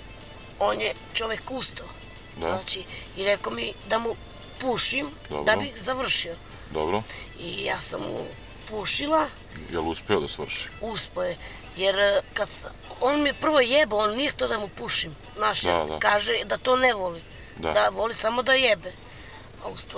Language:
Serbian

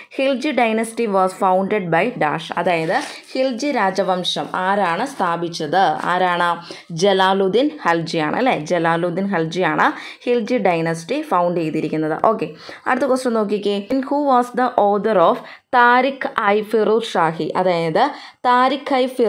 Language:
Malayalam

